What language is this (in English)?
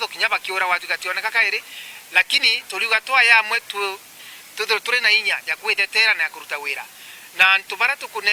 Meru